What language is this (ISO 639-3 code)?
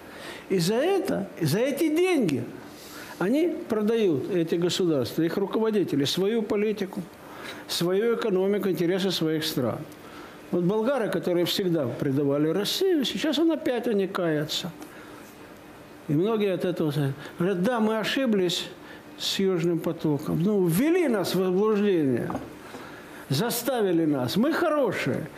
rus